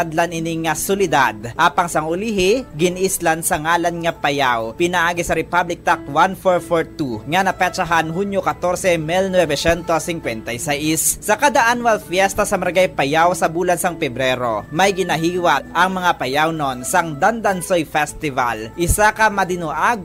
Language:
Hiligaynon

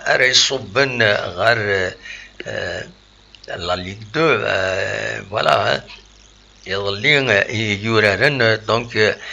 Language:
Kabyle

